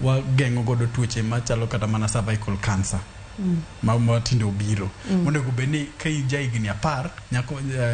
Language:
Luo (Kenya and Tanzania)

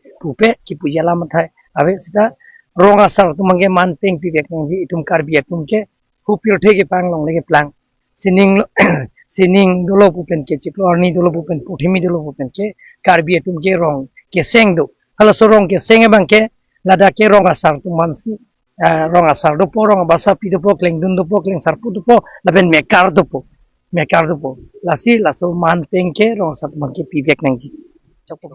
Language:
Karbi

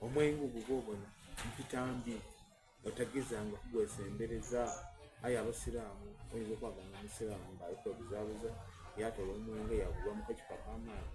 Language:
Soga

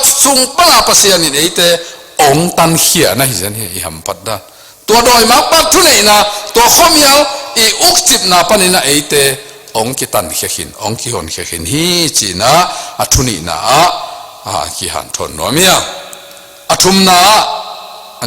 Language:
Tedim Chin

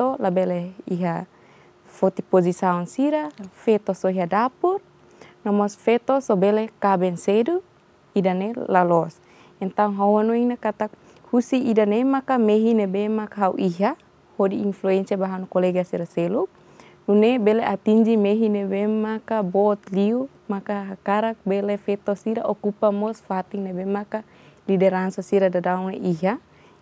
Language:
Tetum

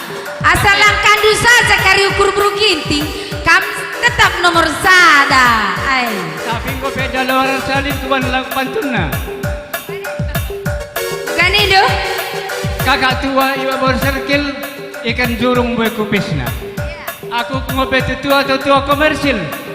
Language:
Batak Karo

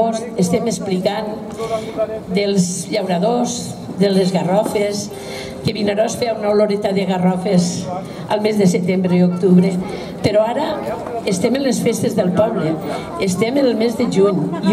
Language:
Catalan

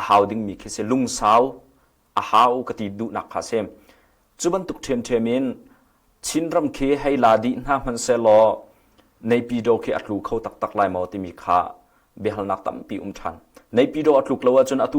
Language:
Hakha Chin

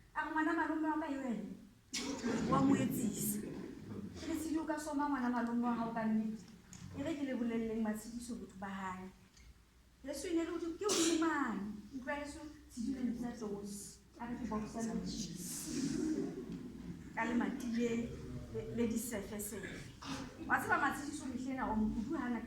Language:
Southern Sotho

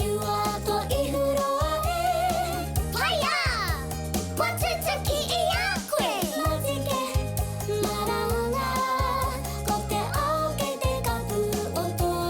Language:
Māori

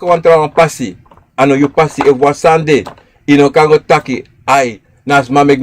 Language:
Sranan Tongo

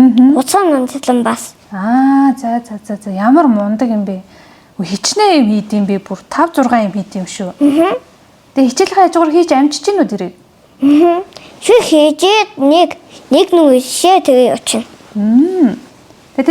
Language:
Mongolian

